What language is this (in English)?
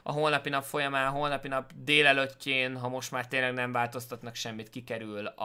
Hungarian